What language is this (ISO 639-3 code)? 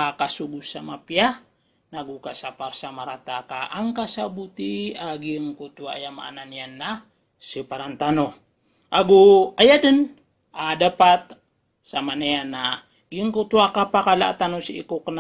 mrw